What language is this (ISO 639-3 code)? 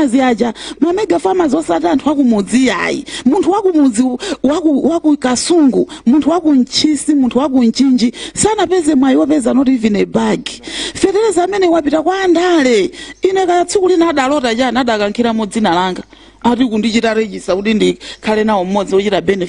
nya